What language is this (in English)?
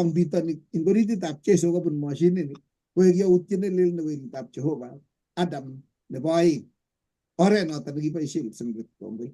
Kalenjin